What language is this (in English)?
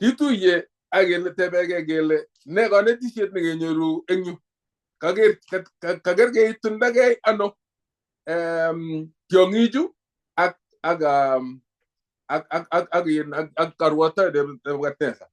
Kalenjin